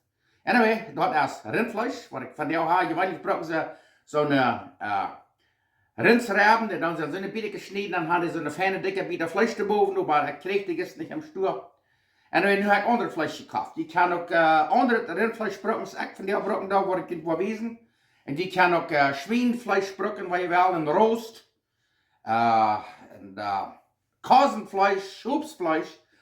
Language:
Plautdietsch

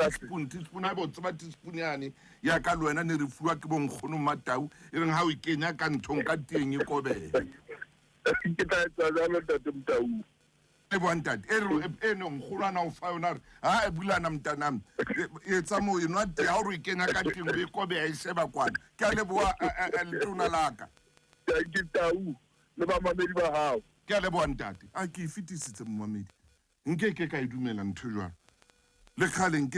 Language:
Southern Sotho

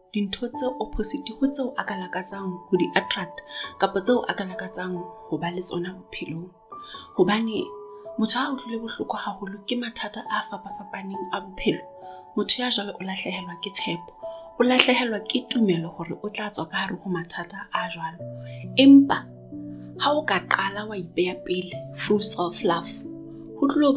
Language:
Southern Sotho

